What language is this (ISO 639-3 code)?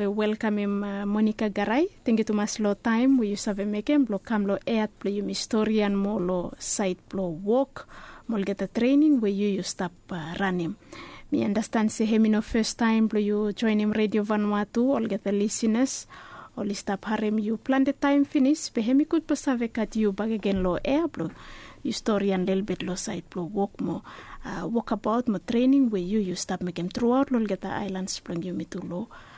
bis